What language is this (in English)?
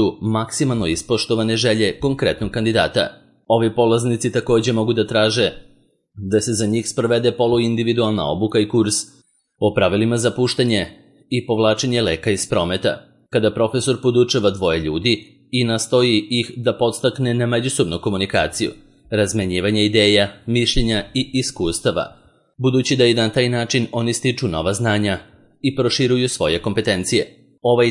Serbian